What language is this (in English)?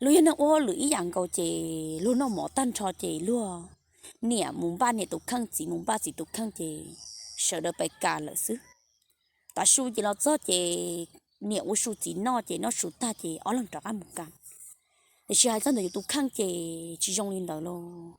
Hmong